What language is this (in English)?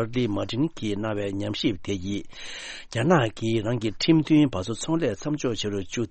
Tibetan